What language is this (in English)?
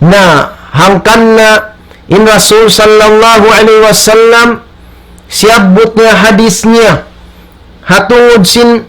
Tausug